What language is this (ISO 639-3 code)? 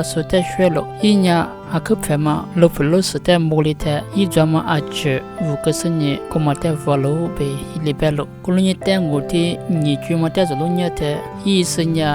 lis